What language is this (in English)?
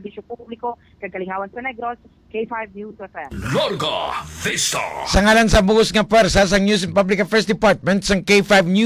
Hiligaynon